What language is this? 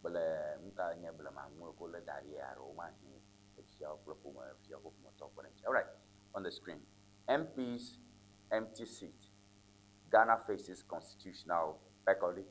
Ewe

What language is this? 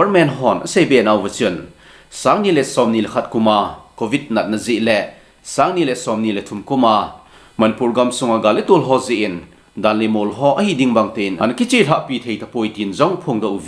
Thado Chin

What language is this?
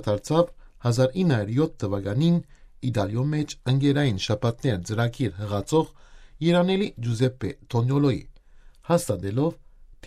Armenian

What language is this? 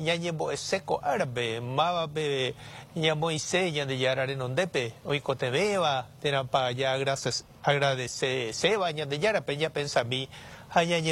Guarani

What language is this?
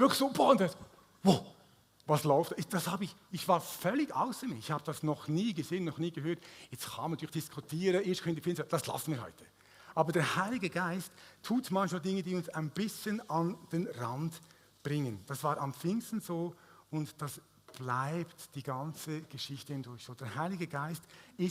Swiss German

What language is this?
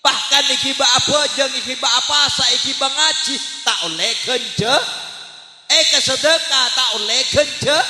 Madurese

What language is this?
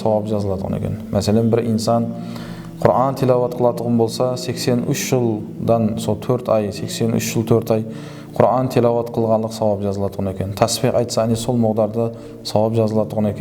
Kara-Kalpak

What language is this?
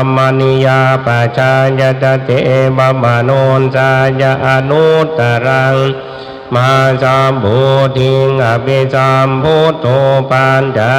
Pali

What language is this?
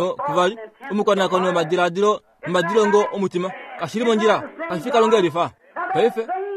Kuanyama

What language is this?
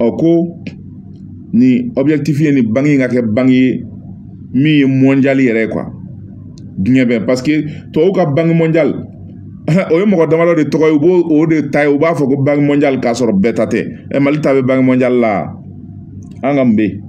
Bambara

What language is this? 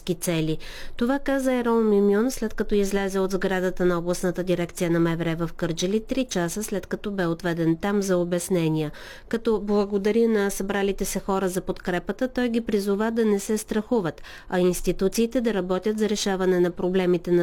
Bulgarian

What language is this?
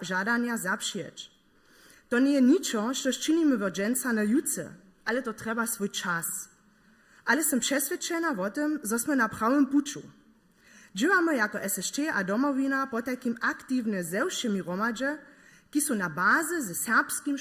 Upper Sorbian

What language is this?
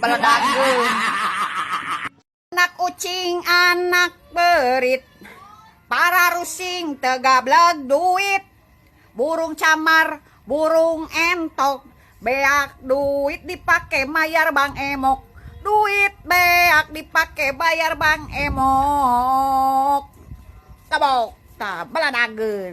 Sundanese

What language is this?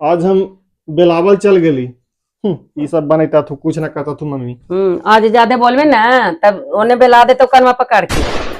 Magahi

